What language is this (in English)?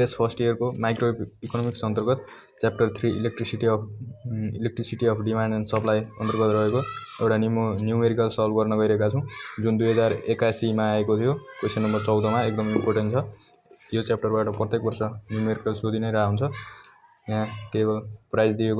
Nepali